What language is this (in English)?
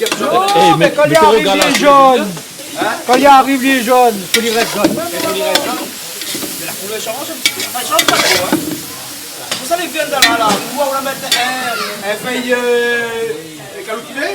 Réunion Creole French